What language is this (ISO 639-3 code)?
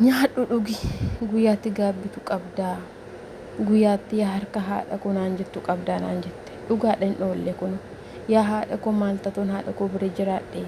orm